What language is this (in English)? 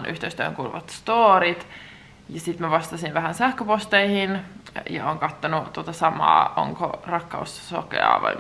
Finnish